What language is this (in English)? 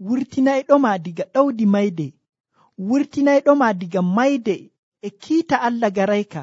Nigerian Fulfulde